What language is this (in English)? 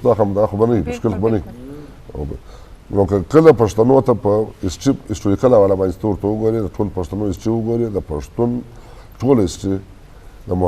Eastern Balochi